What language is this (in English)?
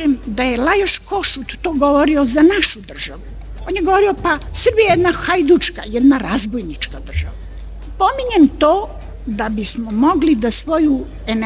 Serbian